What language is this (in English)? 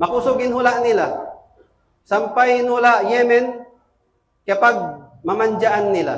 Tausug